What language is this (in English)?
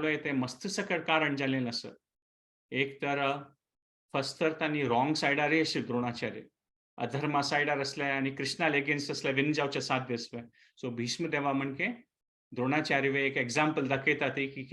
Konkani